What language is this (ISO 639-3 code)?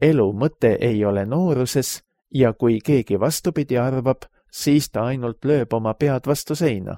est